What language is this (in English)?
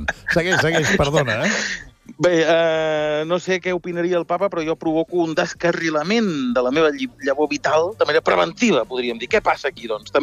Catalan